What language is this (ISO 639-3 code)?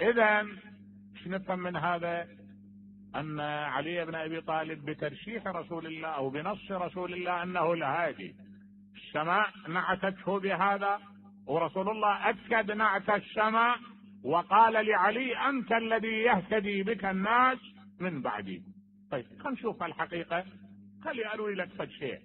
acm